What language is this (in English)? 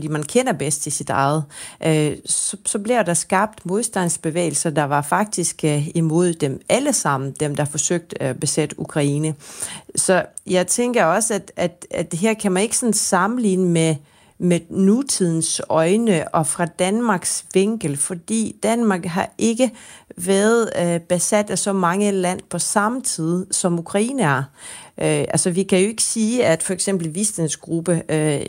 Danish